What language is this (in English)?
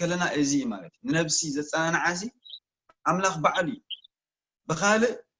Tigrinya